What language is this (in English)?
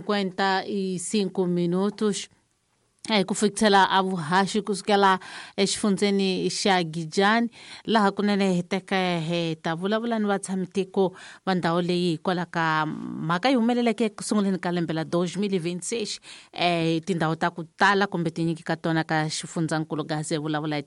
Tsonga